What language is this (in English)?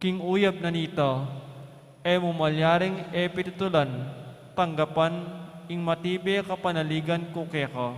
Pampanga